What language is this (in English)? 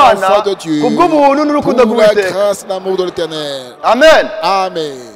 Kinyarwanda